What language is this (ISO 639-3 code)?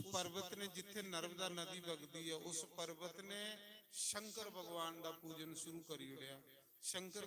doi